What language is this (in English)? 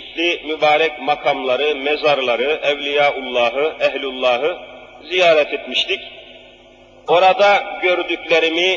Turkish